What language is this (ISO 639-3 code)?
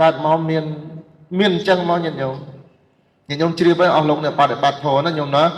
khm